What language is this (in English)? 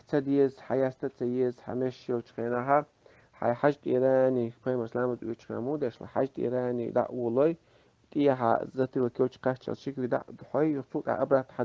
Chechen